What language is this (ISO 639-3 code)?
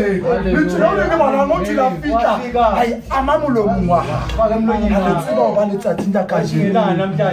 sot